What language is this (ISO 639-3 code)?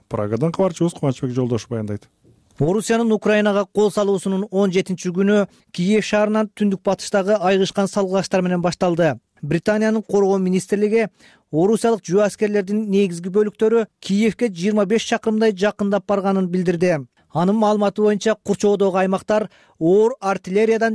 kir